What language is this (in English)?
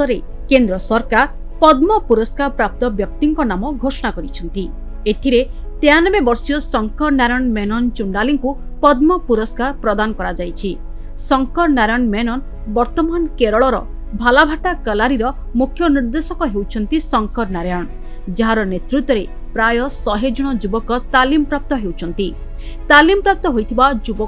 Odia